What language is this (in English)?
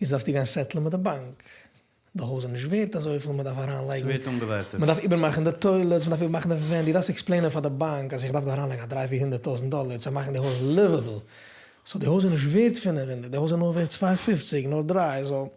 Yiddish